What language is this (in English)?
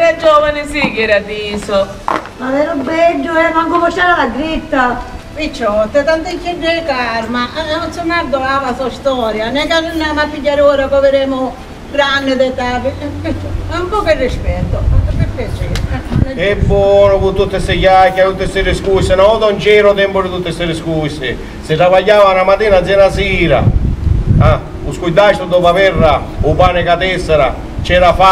Sicilian